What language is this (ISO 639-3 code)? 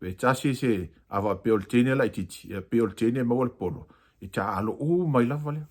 smo